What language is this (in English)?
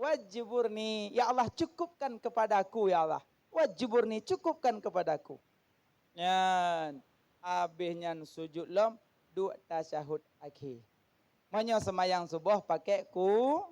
Achinese